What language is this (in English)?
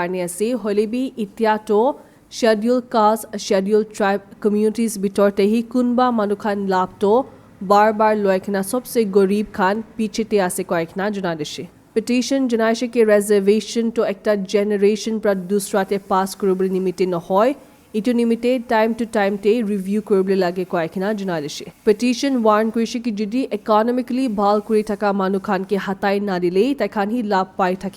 Naga Pidgin